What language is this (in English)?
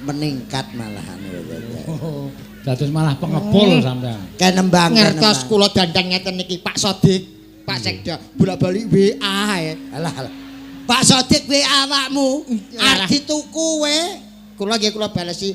Javanese